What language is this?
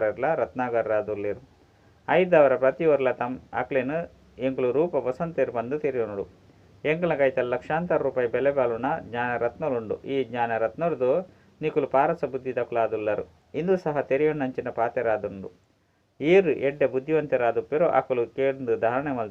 Tulu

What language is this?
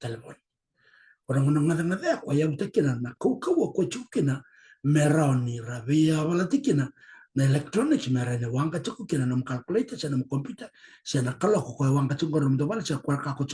Fijian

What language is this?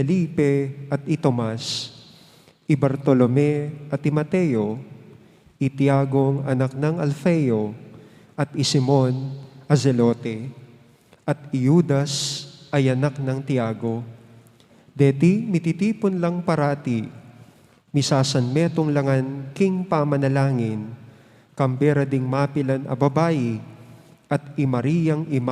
Pampanga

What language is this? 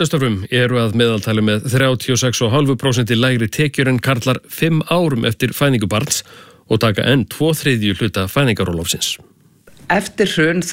Icelandic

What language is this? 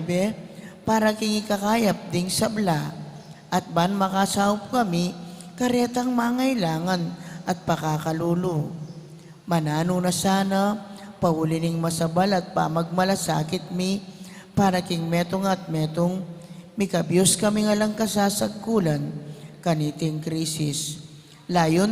Pampanga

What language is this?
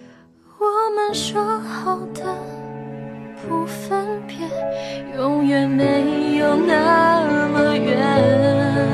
Chinese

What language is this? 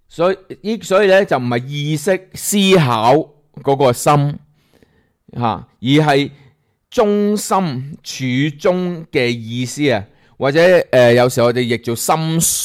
Cantonese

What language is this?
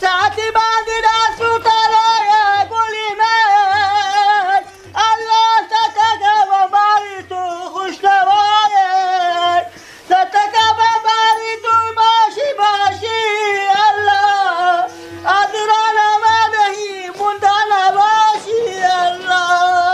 Persian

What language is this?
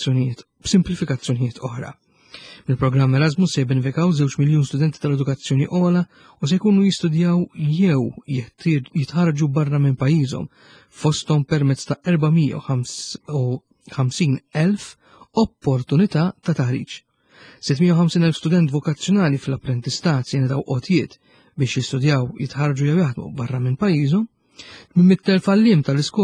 Maltese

